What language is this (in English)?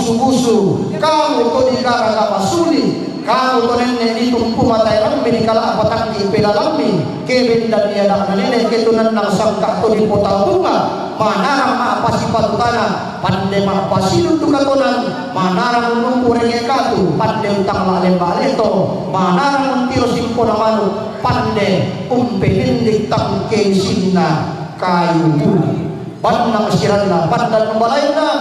Toraja-Sa'dan